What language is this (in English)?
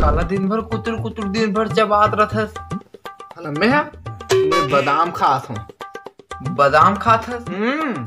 Chhattisgarhi